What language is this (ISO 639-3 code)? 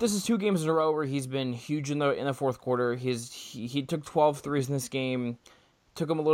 eng